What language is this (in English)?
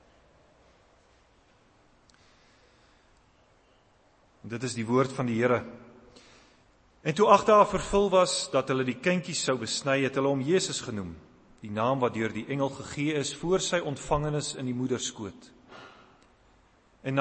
Afrikaans